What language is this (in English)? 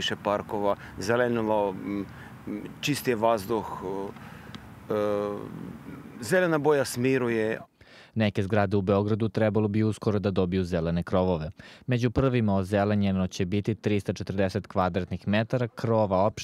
Serbian